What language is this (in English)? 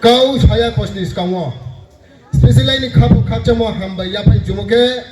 Riang (India)